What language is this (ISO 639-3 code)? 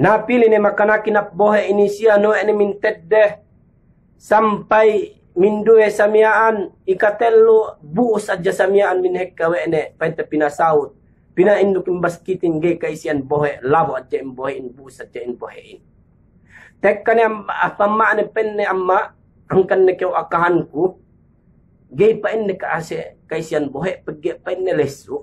yka